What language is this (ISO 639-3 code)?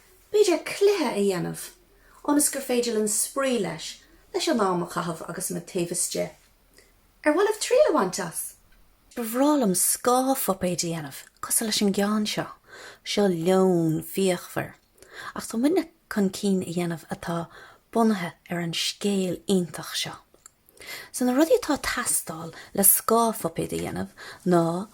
gle